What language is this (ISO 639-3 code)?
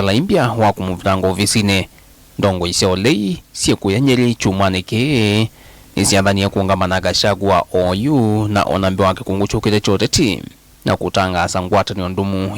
kam